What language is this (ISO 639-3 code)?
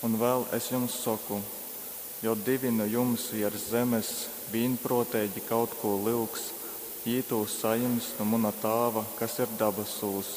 ltg